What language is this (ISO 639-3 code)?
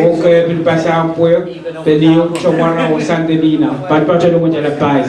pon